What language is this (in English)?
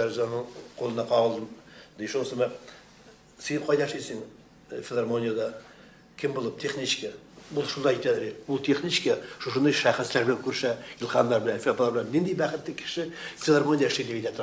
Tatar